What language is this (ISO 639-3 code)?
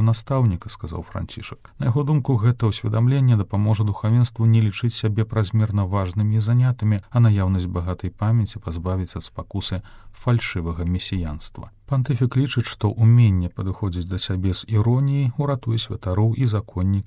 bel